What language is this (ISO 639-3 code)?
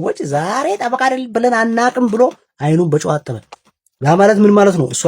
amh